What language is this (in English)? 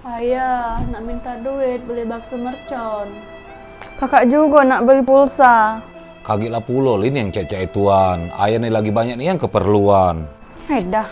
Musi